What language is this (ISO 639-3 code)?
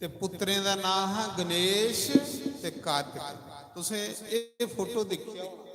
doi